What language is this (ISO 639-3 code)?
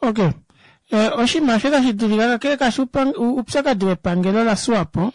kua